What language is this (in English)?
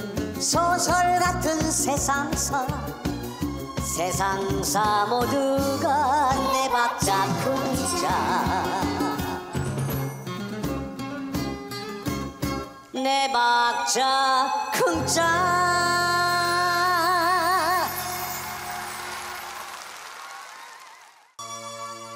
Korean